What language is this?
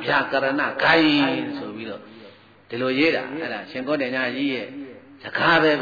Burmese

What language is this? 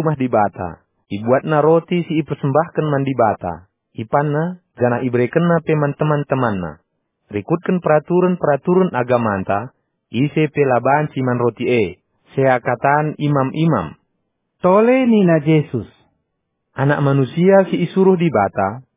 Batak Karo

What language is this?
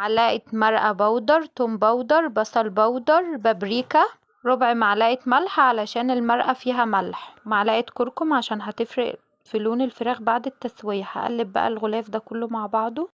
Egyptian Arabic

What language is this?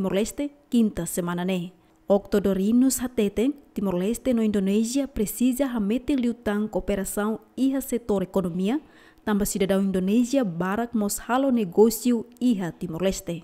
Tetum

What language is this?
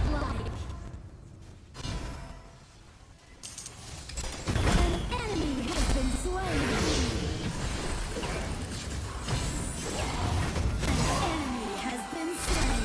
English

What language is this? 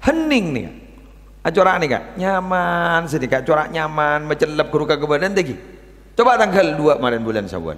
Madurese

